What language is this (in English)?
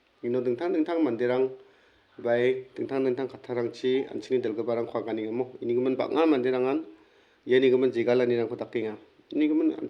Garo